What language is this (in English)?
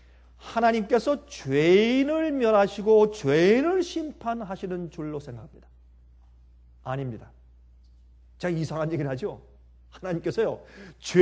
Korean